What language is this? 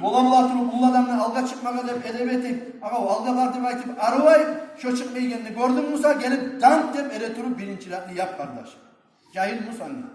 Kumyk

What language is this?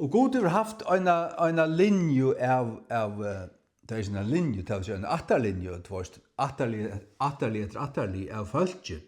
Faroese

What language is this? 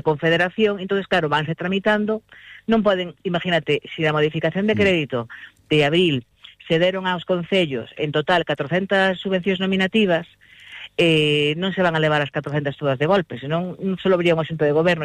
Galician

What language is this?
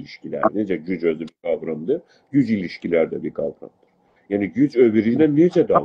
South Azerbaijani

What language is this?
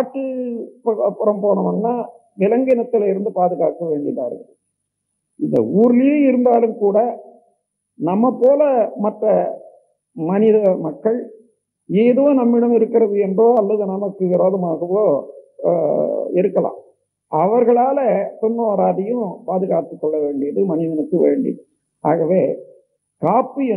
Tamil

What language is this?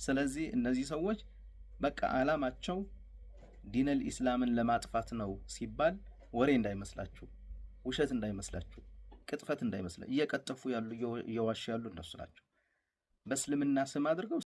Amharic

